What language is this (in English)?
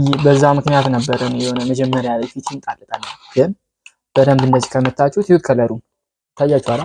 Amharic